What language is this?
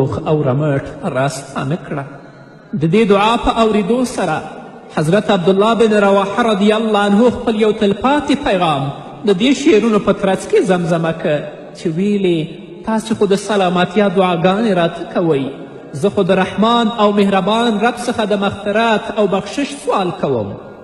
Pashto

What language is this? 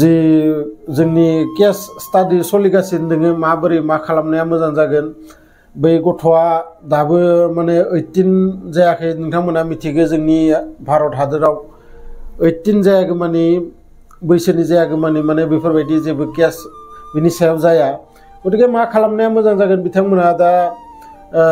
Bodo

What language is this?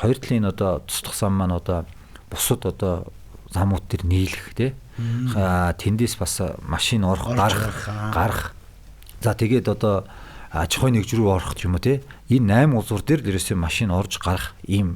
Mongolian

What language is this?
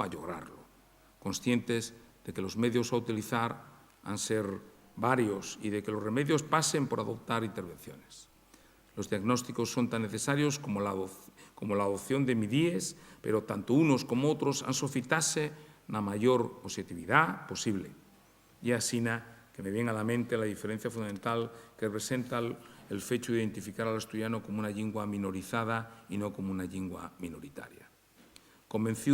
Asturian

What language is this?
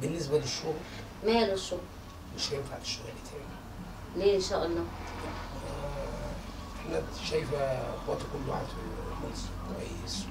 Egyptian Arabic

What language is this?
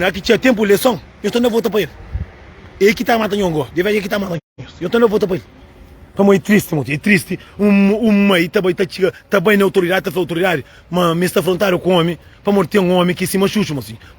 Kabuverdianu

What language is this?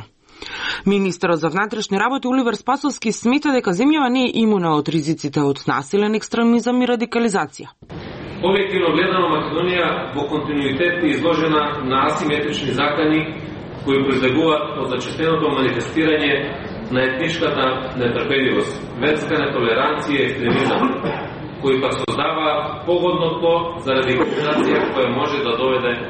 Macedonian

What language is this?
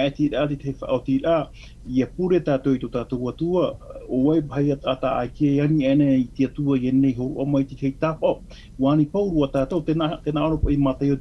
Tahitian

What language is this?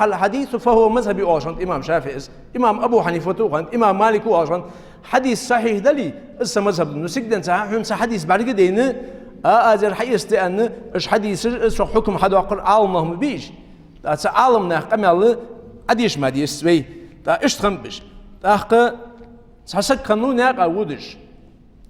Ingush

